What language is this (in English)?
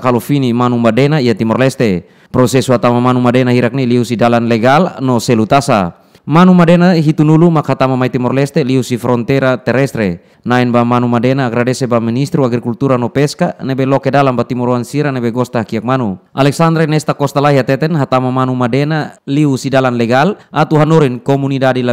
Tetum